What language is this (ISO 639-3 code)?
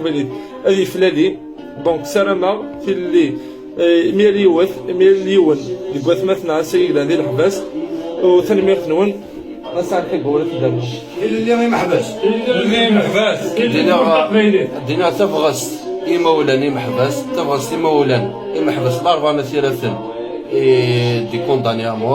kab